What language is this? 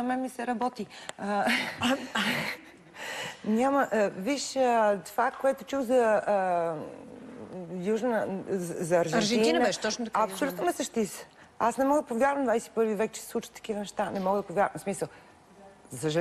Bulgarian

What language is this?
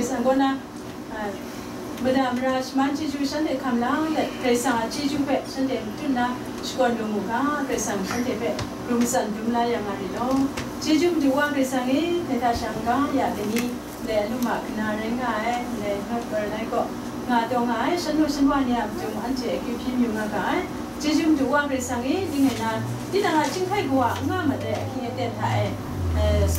Kachin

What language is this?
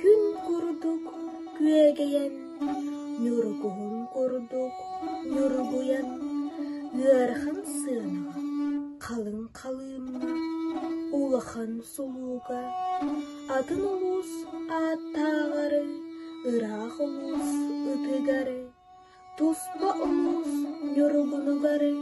Yakut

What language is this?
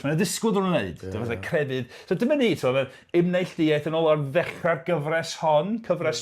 Welsh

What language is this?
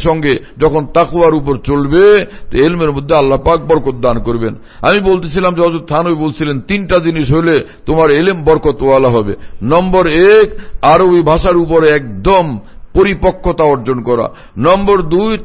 Bangla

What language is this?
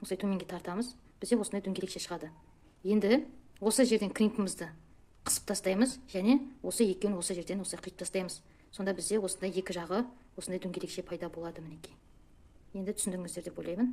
Kazakh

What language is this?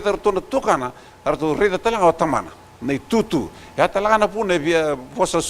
Fijian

